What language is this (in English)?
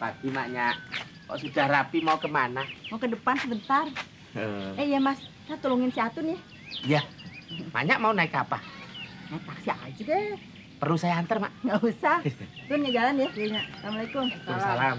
Betawi